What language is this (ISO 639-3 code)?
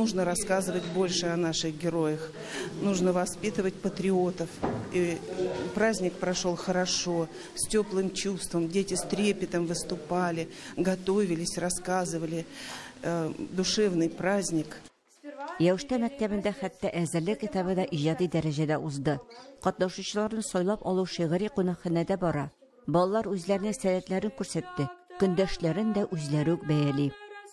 tat